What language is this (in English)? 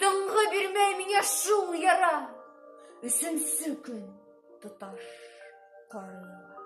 Bashkir